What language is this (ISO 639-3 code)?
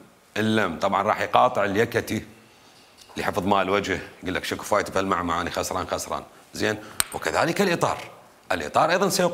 acm